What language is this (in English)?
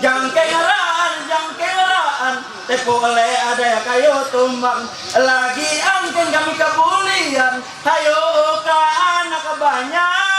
Ma'anyan